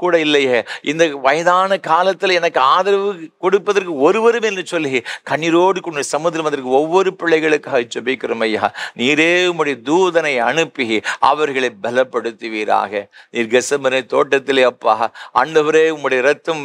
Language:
Tamil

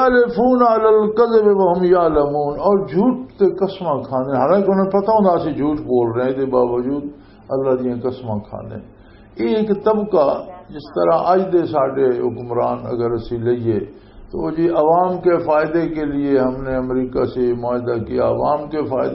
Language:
Western Panjabi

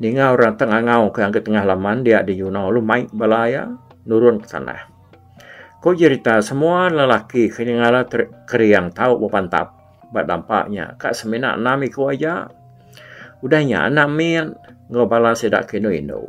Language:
Iban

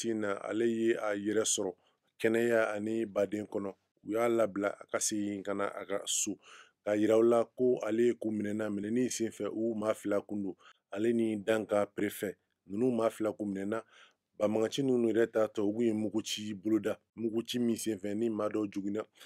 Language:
Bambara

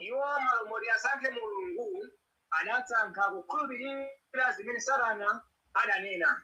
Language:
Nyanja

